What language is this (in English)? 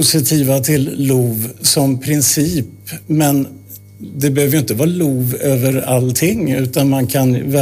Swedish